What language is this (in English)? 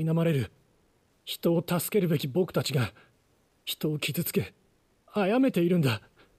Japanese